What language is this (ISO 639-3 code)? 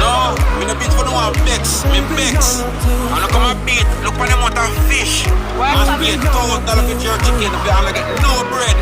jam